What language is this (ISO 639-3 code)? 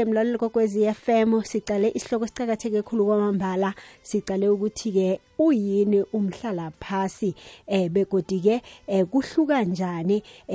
nbl